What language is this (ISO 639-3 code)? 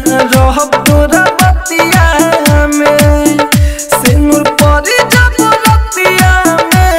bho